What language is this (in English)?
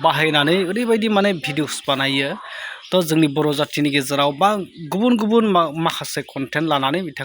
Bodo